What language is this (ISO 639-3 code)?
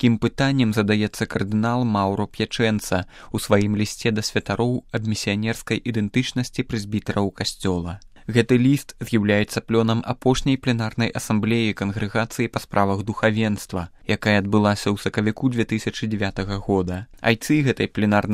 bel